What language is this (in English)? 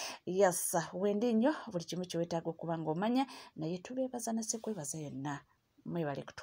Ganda